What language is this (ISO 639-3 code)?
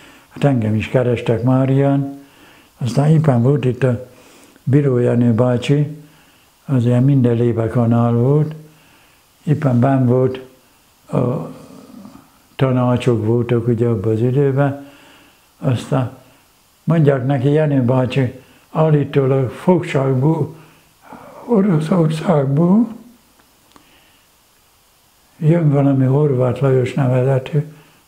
hun